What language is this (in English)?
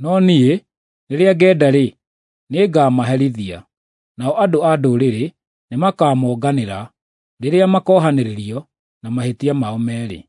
Kikuyu